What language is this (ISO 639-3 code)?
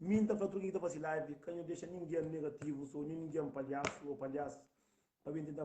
kea